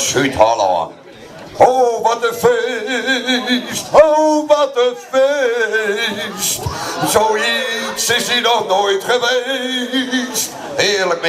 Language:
Western Frisian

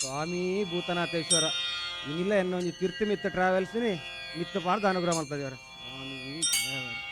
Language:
Tulu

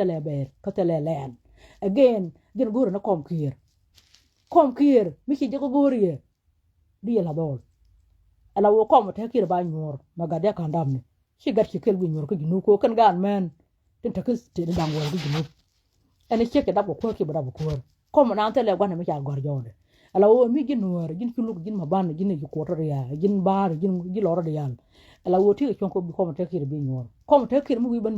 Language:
Nuer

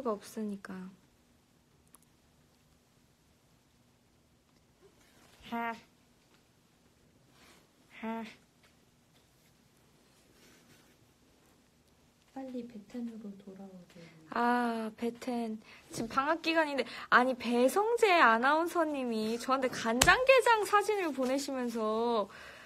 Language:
Korean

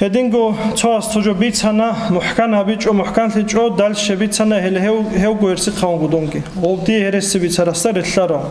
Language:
Avaric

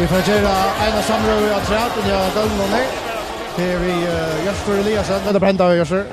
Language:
Faroese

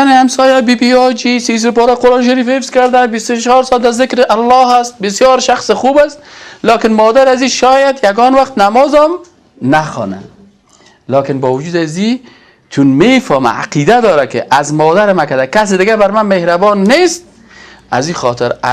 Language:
Persian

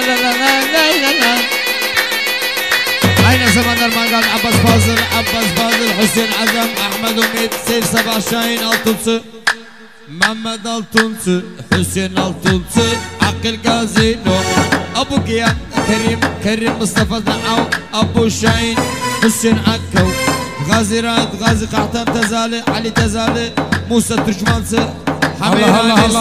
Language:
Turkish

